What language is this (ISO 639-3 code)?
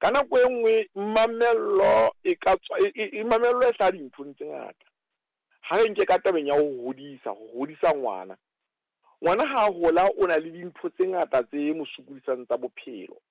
sot